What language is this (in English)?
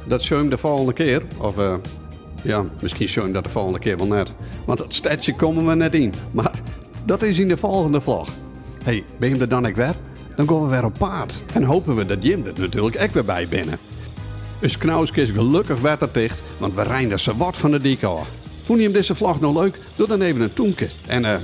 Western Frisian